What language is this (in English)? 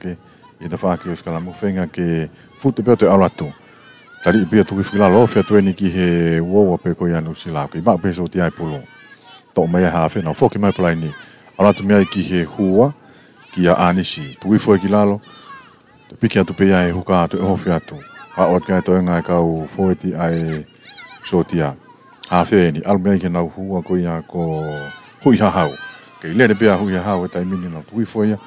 Tongan